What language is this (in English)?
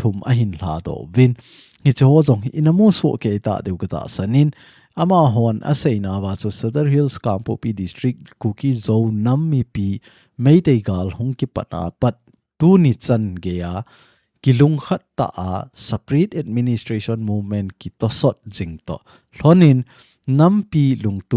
Thado Chin